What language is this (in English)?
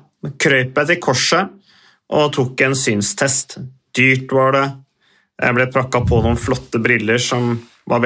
Norwegian